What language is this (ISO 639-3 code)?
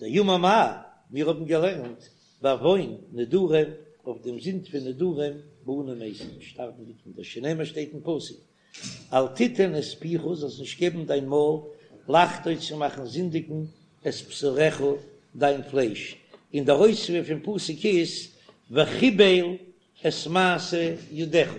yid